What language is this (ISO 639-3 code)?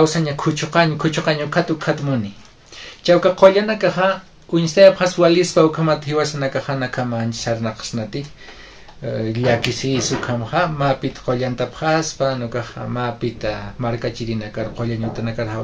aym